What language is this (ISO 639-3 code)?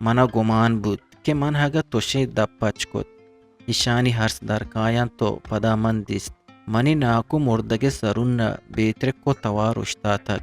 bgp